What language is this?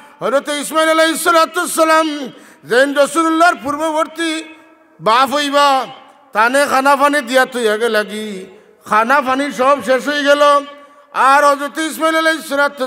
Sylheti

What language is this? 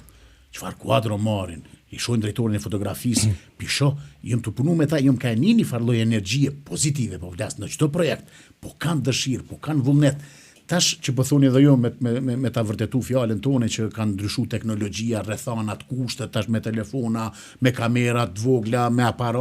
Albanian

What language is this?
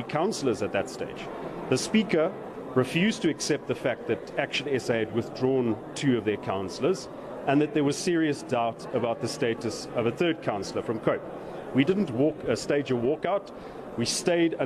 English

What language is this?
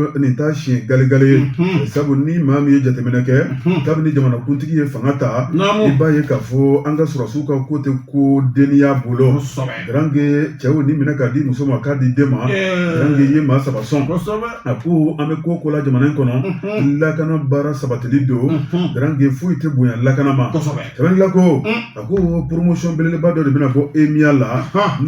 Bambara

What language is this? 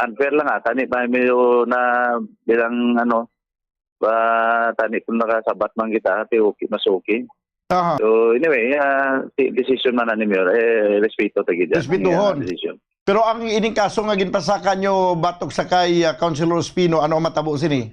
Hiligaynon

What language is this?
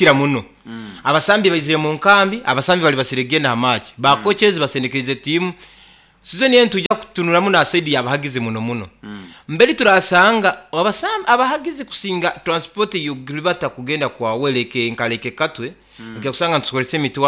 Nyoro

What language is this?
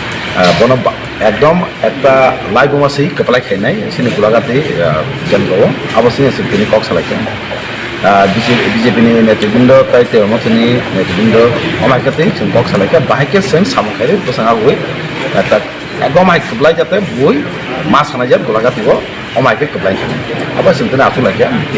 Kok Borok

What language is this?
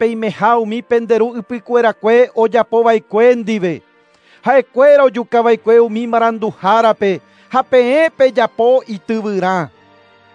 Guarani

